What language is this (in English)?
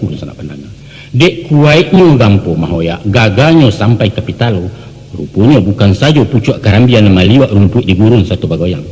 Minangkabau